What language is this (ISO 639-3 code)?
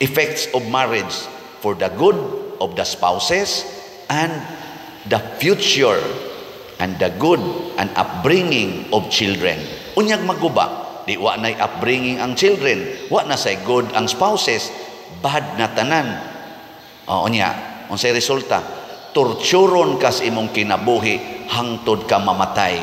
ceb